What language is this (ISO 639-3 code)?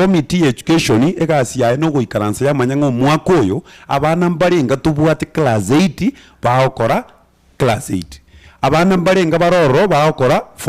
guz